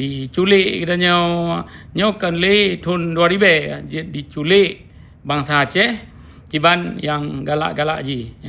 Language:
Achinese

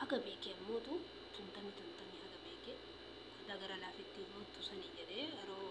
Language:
Oromo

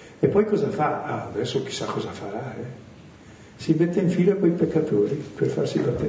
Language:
Italian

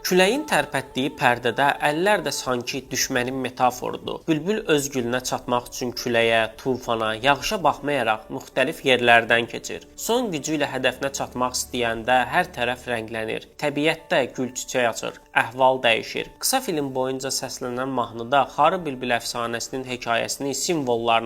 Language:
Azerbaijani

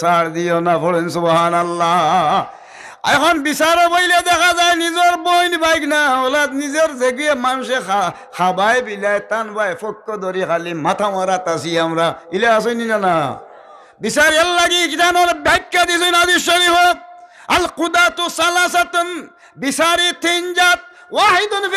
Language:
Sylheti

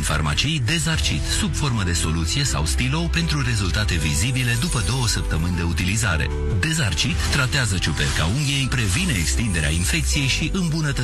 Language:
Romanian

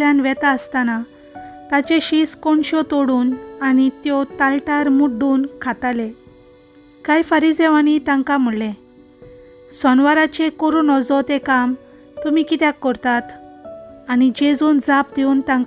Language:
Konkani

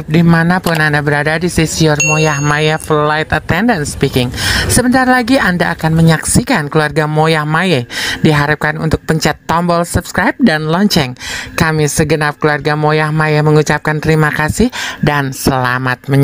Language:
Betawi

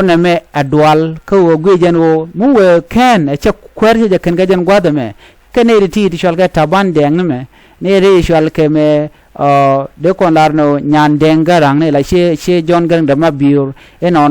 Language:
Nuer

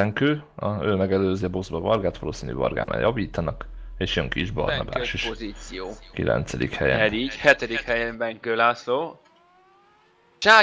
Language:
Hungarian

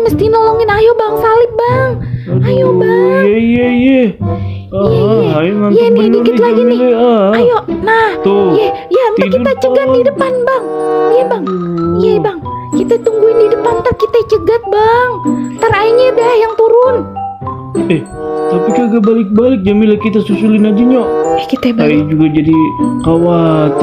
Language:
Betawi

